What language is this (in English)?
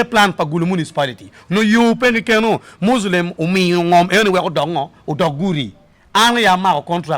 Acoli